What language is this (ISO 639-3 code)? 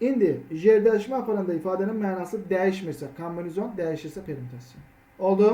aze